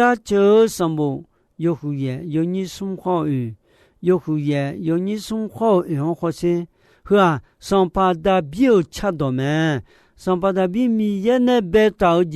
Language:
Akha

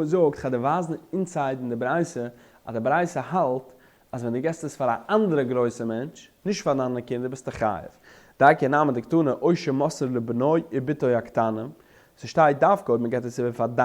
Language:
Yiddish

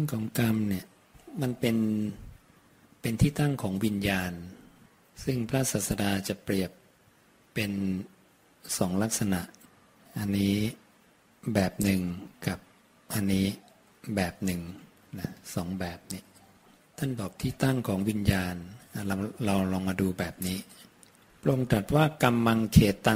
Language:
Thai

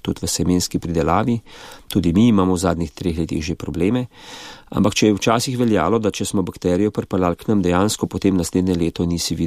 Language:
Slovenian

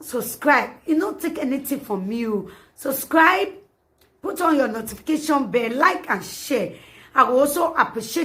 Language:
Nigerian Pidgin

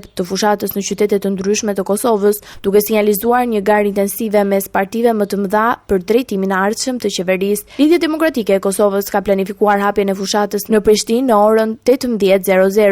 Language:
Albanian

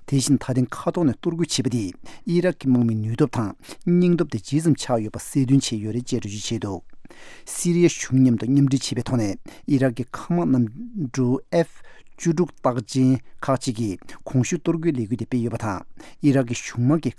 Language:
Tibetan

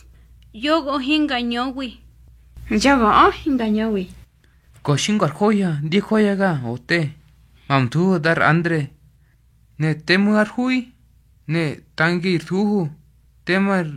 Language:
Mezquital Otomi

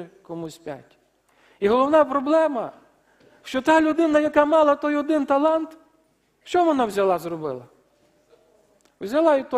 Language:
Ukrainian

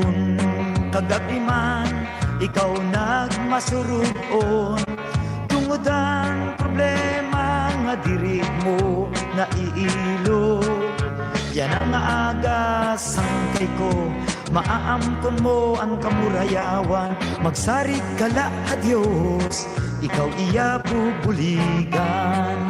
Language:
Waray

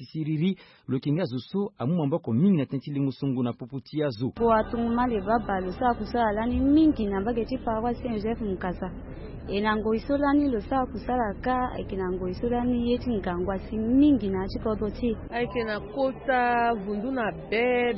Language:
Sango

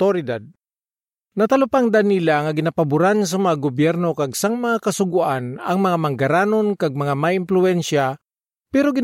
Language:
Hiligaynon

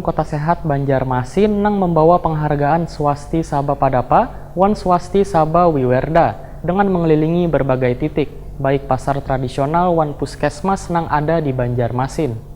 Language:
Banjar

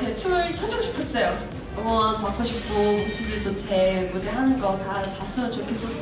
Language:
Korean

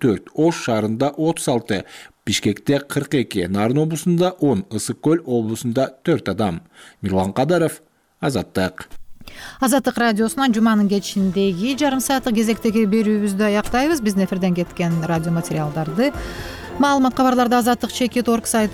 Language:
Kyrgyz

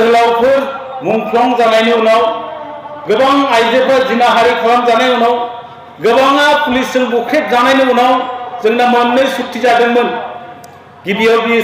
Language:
Bodo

